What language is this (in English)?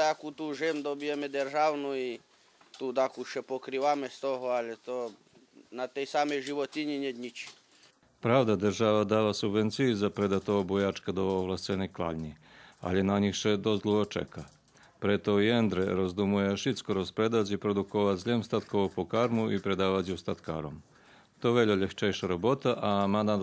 Rusyn